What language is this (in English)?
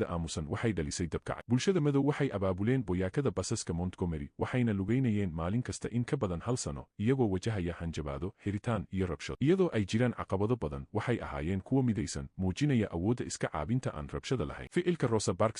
Somali